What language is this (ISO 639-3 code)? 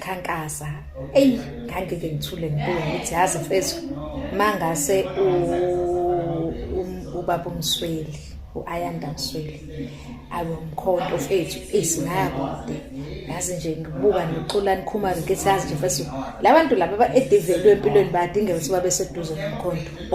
zul